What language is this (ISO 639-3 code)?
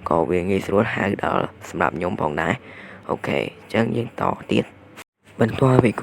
khm